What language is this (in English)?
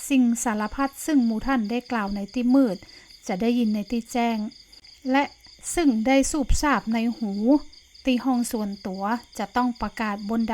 Northern Thai